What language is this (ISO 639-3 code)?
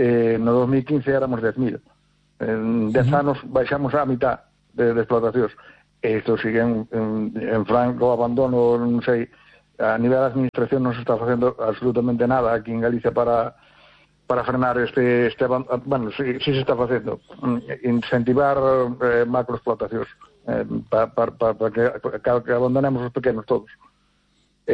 glg